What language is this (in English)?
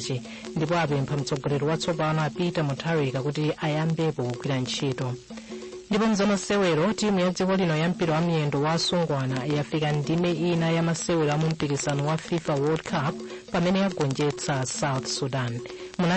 Nyanja